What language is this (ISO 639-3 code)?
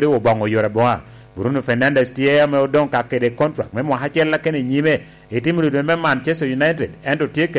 laj